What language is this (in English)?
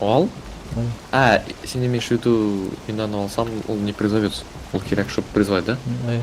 Tatar